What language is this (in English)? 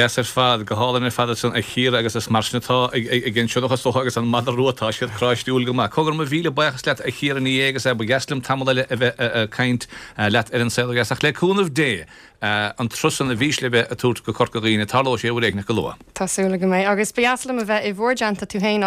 Irish